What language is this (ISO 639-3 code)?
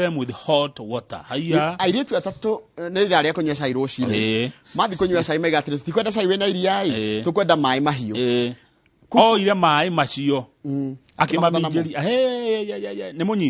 kik